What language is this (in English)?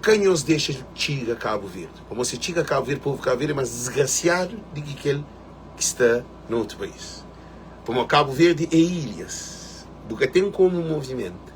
Kabuverdianu